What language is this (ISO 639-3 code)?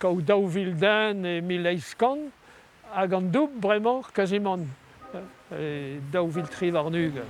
bre